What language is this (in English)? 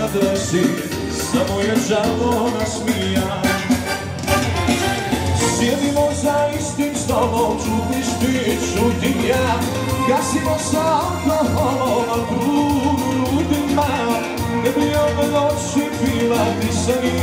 Croatian